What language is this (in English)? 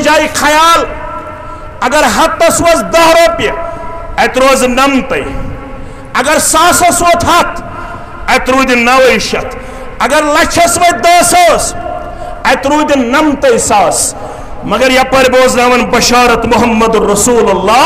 Kashmiri